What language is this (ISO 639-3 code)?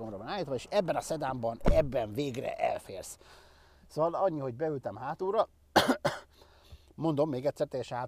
hun